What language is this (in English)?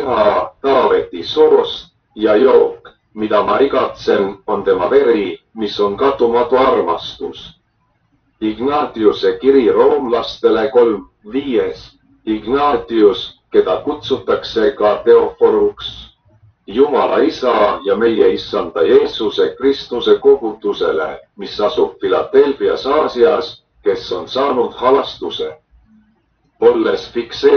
Estonian